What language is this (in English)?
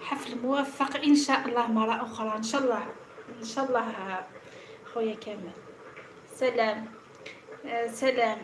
Algerian Arabic